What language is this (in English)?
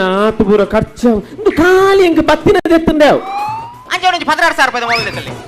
Tulu